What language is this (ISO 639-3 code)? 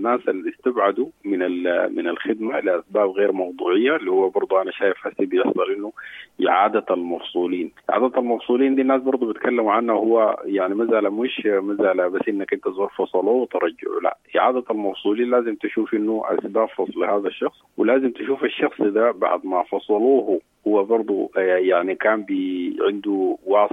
apd